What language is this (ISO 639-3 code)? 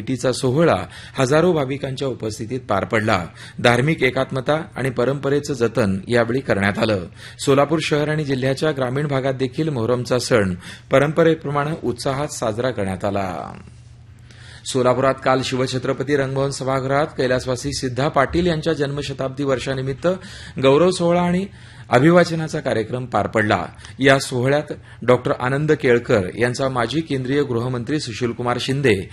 mar